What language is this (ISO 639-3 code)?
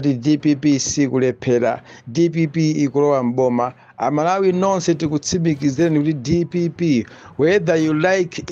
nya